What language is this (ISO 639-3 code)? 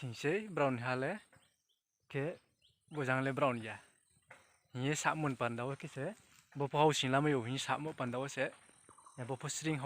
ria